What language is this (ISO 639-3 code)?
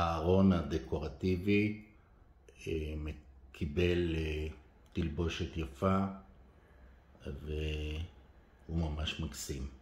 heb